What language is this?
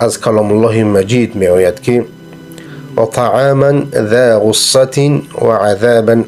Persian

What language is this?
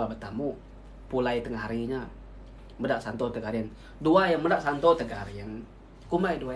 Iban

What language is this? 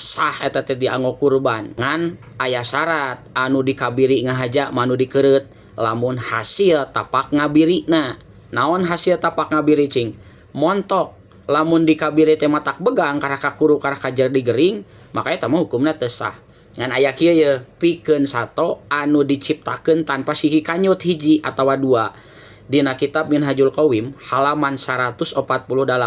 Sundanese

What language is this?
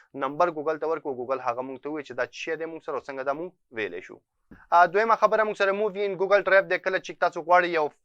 Pashto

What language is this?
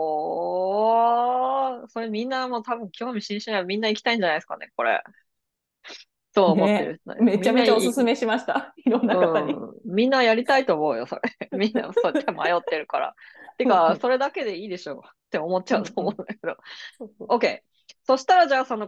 Japanese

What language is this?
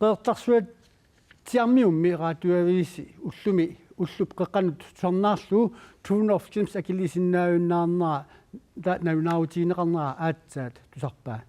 Kalaallisut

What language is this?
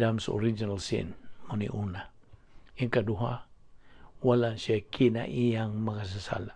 Cebuano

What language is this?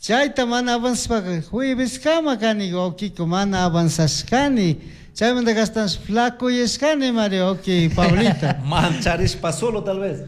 Chimborazo Highland Quichua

